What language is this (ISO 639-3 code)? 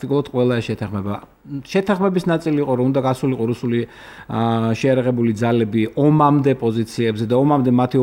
kat